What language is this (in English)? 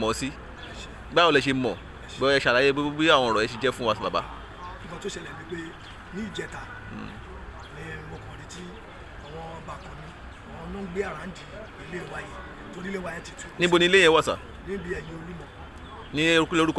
Yoruba